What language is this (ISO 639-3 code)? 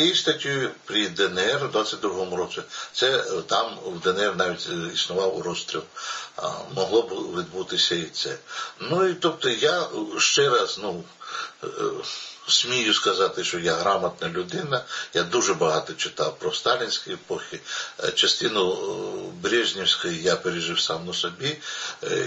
ukr